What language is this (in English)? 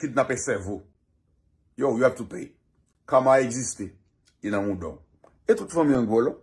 Haitian Creole